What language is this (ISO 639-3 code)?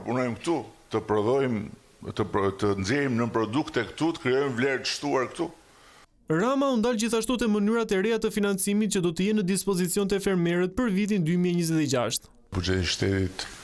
sqi